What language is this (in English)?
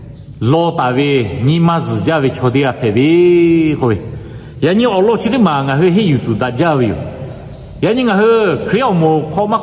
Lahu